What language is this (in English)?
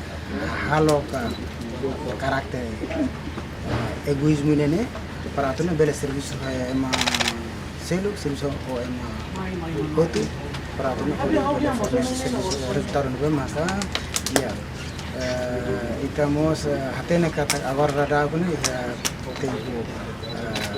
Tetum